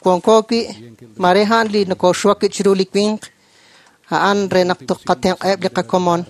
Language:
Kekchí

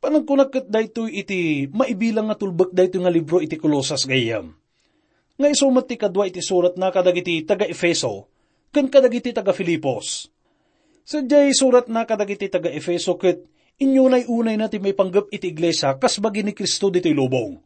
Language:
Iloko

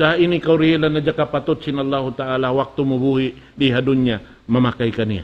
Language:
Tausug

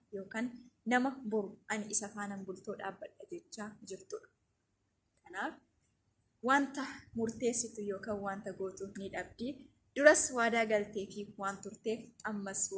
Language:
Oromo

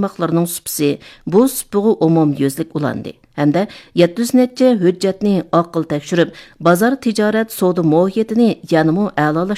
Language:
Uyghur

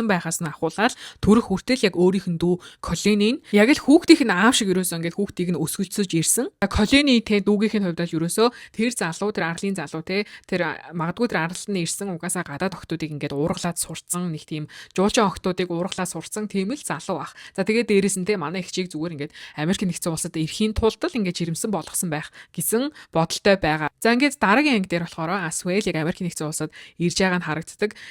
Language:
Mongolian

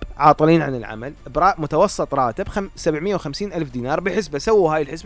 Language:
Mesopotamian Arabic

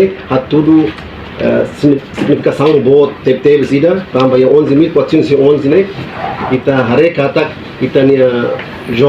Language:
Tetum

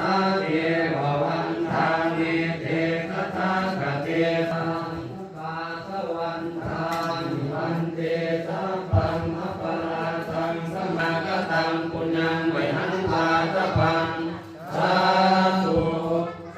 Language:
Pali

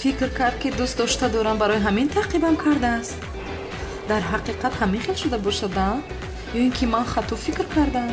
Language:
Tajik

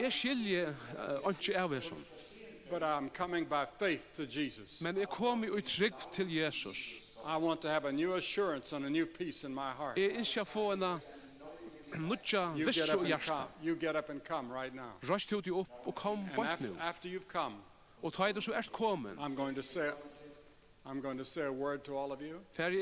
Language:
Faroese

